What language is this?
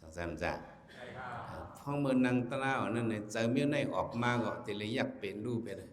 Shan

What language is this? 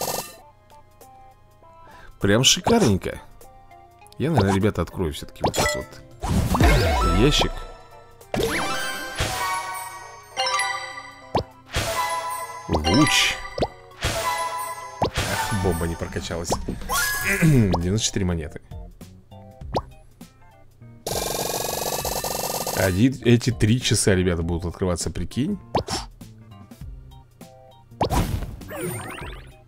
Russian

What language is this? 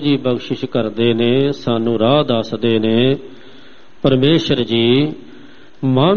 Punjabi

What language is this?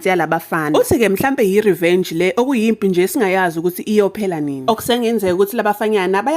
Zulu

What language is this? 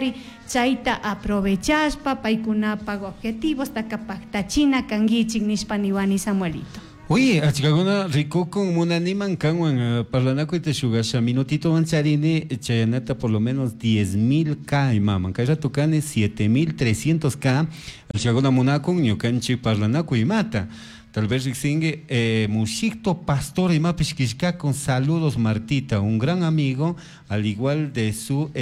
Chimborazo Highland Quichua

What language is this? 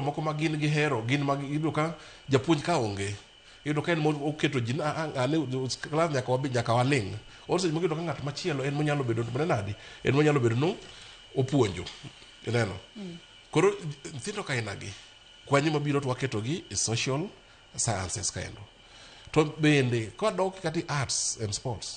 Luo (Kenya and Tanzania)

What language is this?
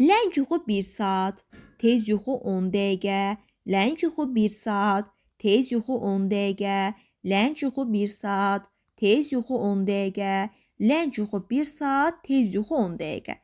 Azerbaijani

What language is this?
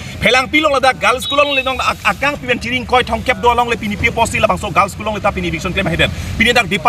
Karbi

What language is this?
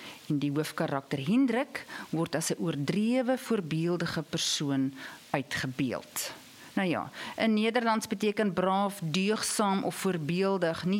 Afrikaans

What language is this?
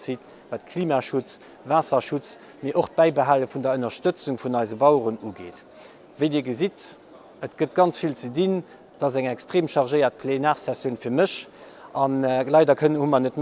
Luxembourgish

